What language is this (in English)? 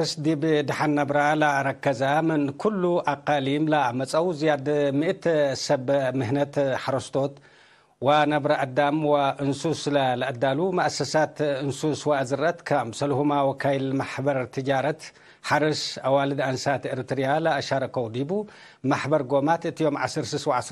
Tigre